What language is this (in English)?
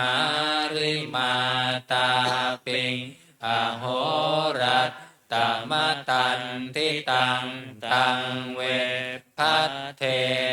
Pali